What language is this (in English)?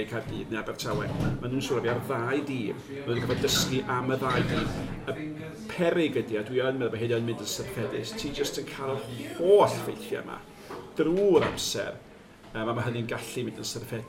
Welsh